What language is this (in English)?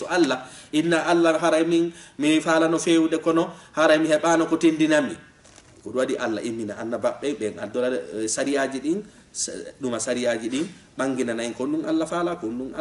Fula